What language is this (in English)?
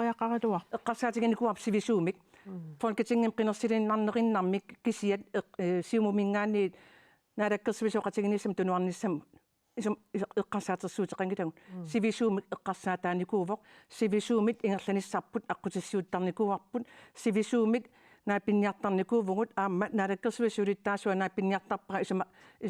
Kalaallisut